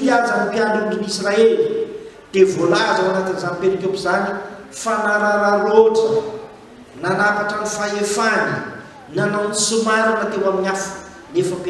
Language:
Malagasy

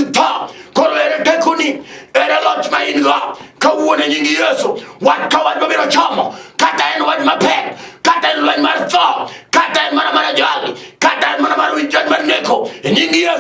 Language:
Luo (Kenya and Tanzania)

